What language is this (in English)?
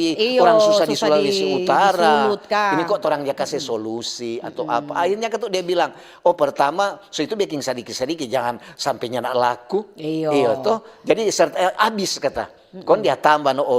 Manado Malay